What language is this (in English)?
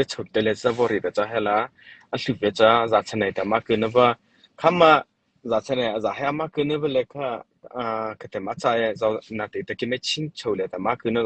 Mara Chin